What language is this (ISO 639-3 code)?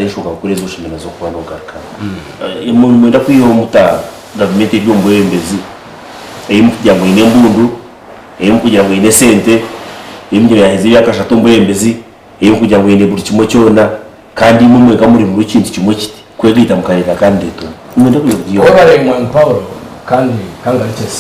nyn